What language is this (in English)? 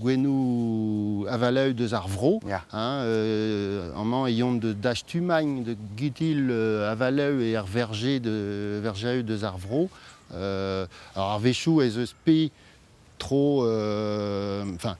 Breton